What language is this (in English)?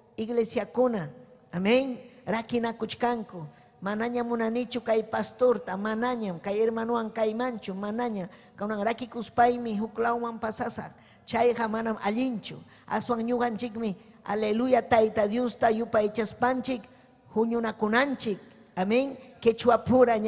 Ayacucho Quechua